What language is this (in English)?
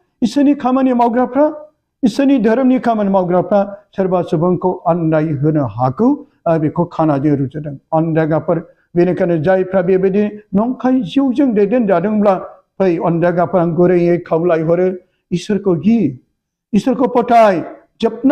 Bodo